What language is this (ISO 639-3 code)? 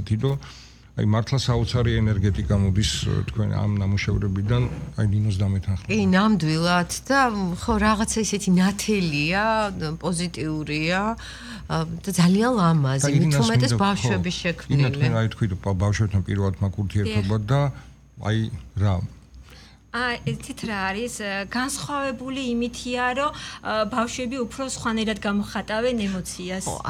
kat